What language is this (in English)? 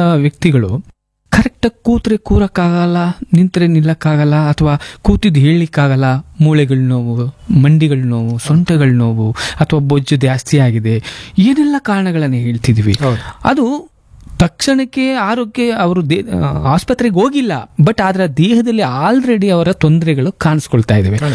Kannada